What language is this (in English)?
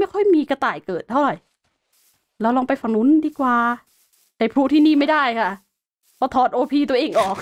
Thai